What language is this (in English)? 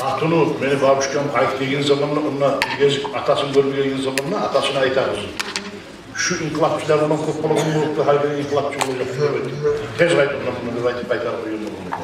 Kumyk